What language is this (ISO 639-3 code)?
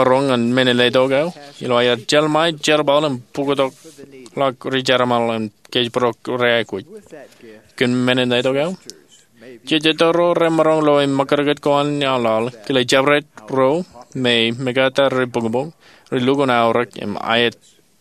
mah